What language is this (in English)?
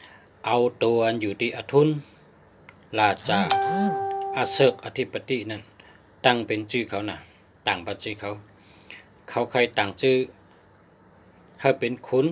Shan